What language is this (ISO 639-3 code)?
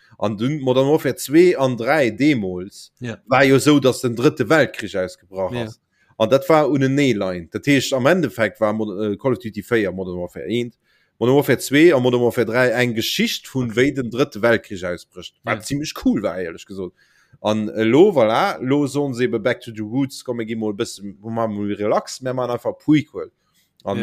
ltz